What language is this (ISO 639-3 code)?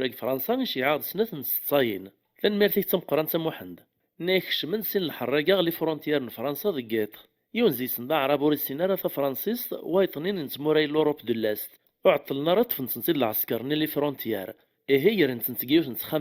kab